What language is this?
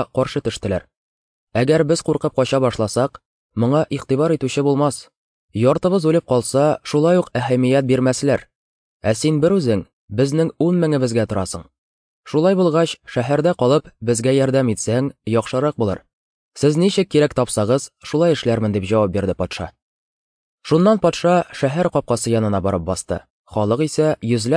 Tatar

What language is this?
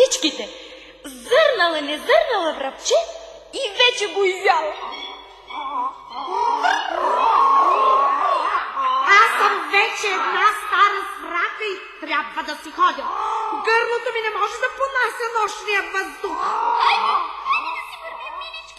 Bulgarian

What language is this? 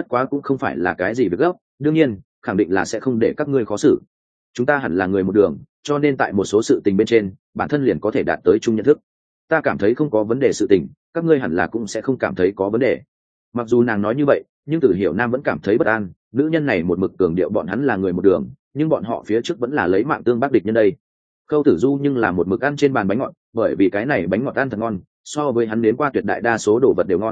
Vietnamese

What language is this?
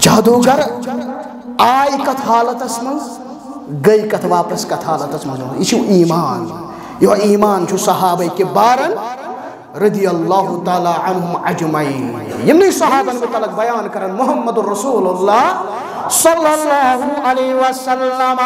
Kashmiri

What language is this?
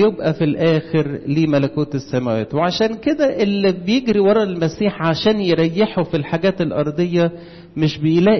Egyptian Arabic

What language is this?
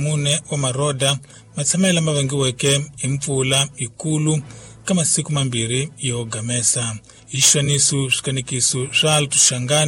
Tsonga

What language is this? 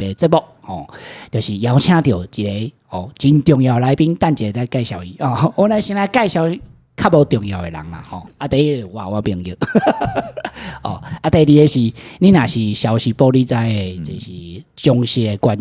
Min Nan Chinese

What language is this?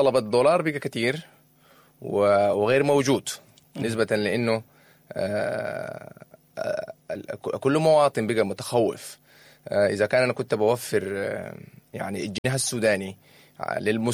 Sudanese Arabic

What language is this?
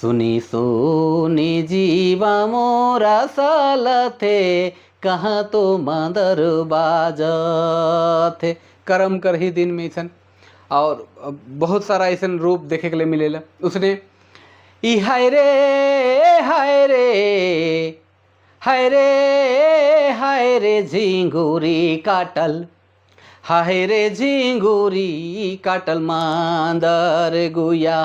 Sadri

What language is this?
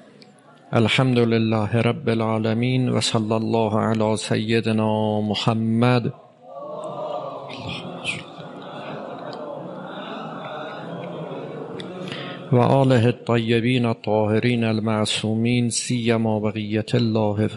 Persian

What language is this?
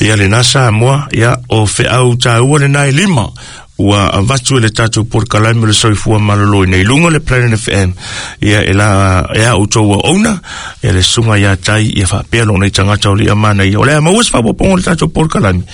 Samoan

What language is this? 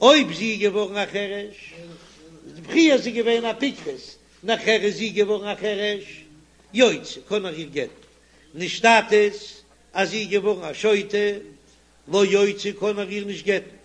Yiddish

